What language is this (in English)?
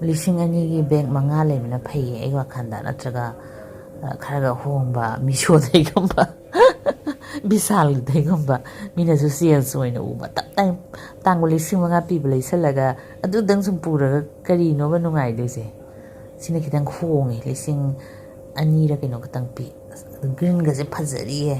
Manipuri